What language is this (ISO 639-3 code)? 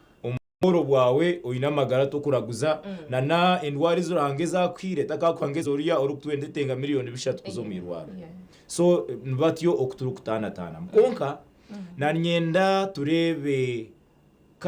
nyn